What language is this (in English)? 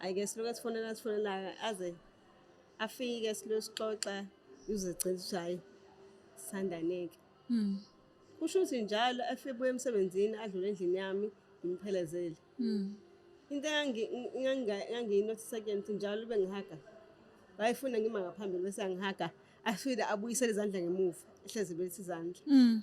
Zulu